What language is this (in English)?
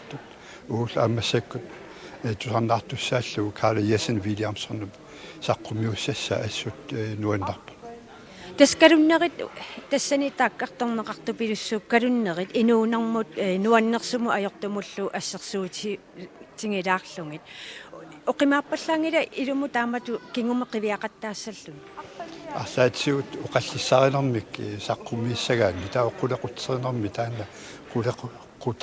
Kalaallisut